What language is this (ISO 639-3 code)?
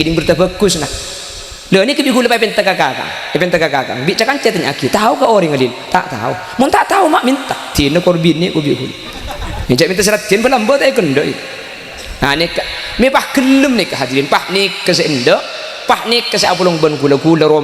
mad